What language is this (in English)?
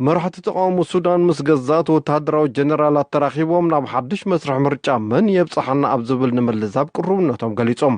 Tigrinya